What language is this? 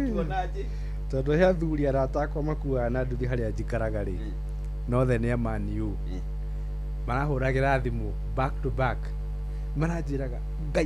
Kikuyu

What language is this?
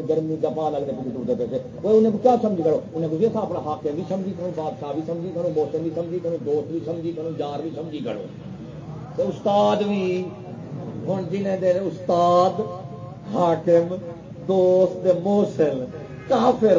Saraiki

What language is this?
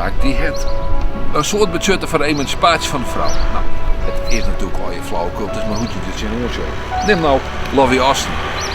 Western Frisian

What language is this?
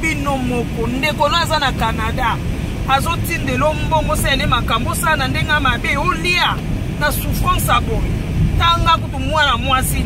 Lingala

